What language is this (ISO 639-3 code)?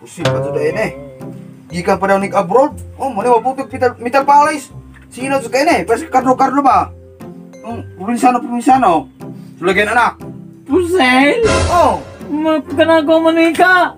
ceb